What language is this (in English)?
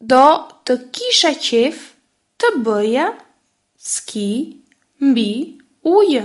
Albanian